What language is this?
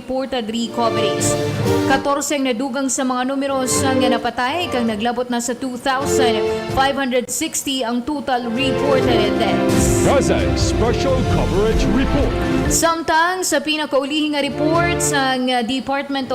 Hiligaynon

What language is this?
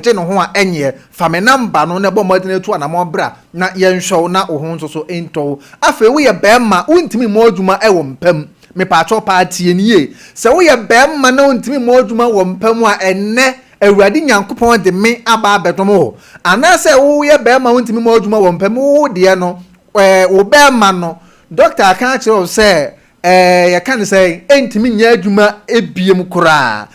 Akan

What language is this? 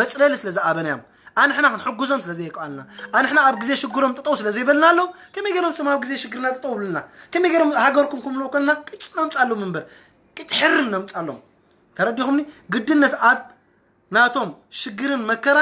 Tigrinya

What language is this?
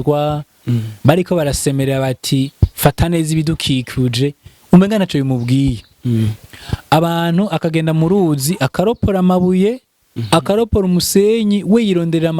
Rundi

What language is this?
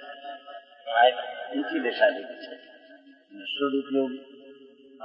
Gujarati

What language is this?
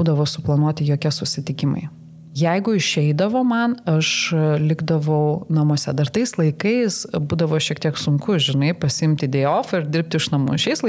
Lithuanian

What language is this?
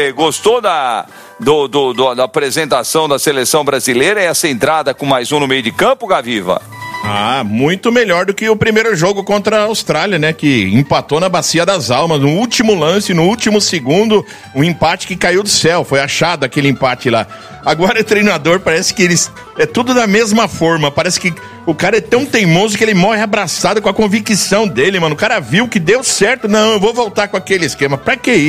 Portuguese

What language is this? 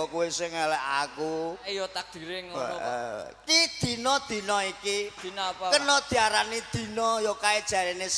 Javanese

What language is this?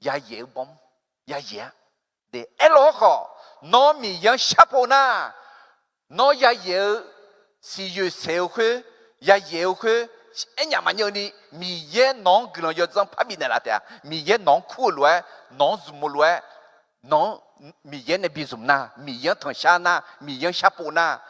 Akha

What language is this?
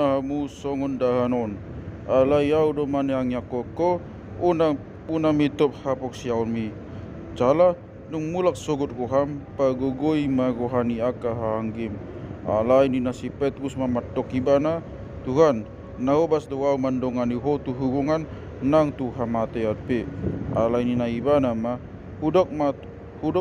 Batak Toba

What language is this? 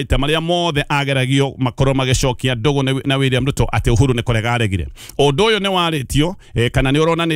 Kikuyu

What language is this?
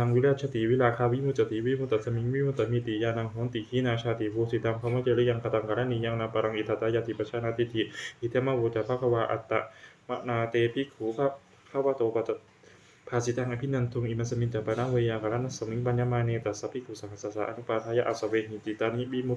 Pali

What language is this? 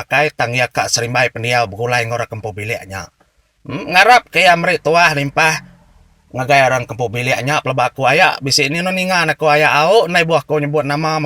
Iban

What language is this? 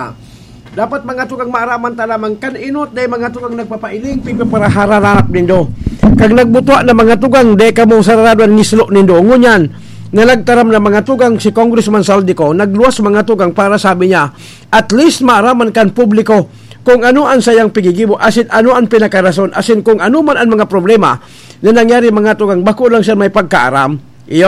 Bikol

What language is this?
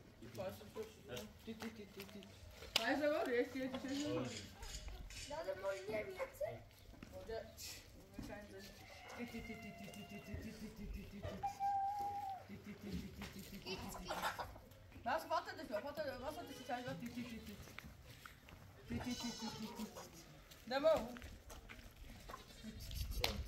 Persian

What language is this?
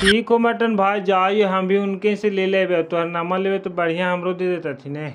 Magahi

